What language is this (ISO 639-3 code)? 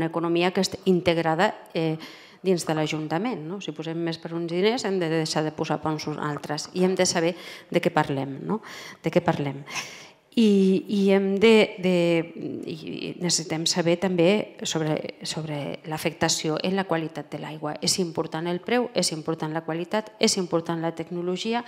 cat